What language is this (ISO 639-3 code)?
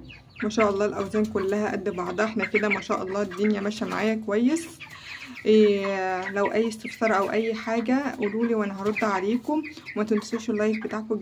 arz